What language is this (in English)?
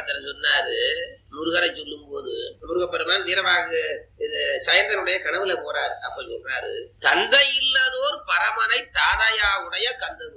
Tamil